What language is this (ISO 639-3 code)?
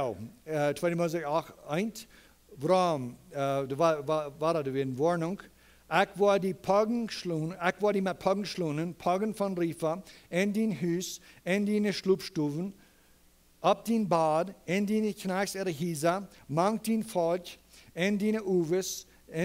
pdt